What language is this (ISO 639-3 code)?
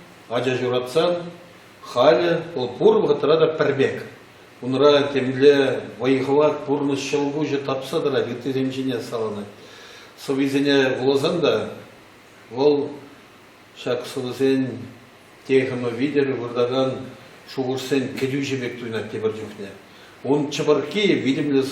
chv